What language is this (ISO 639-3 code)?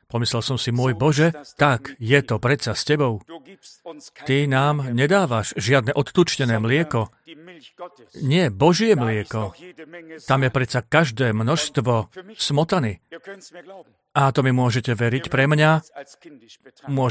slk